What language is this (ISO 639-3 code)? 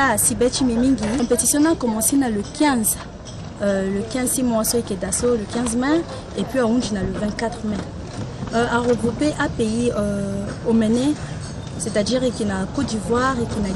sag